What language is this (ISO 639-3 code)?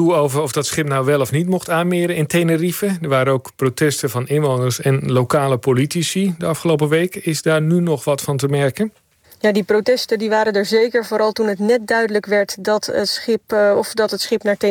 nld